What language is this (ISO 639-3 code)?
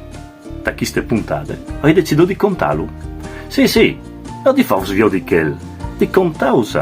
fur